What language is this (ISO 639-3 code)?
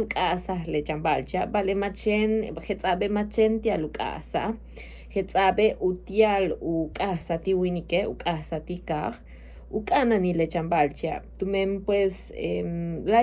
yua